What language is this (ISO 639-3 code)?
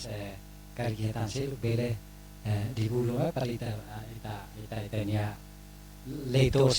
tet